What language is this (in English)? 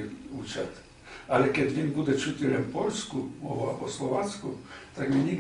Rusyn